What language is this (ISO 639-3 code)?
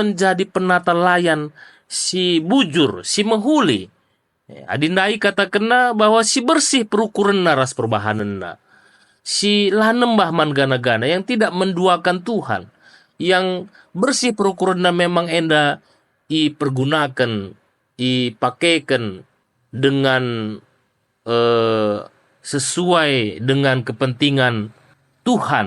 btx